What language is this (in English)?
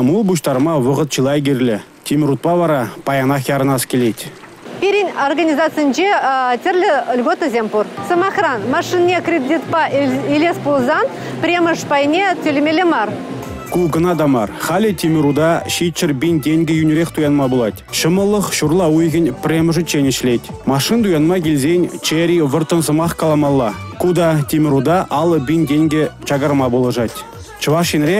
Chuvash